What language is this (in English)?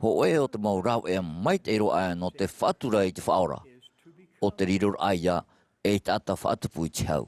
Tahitian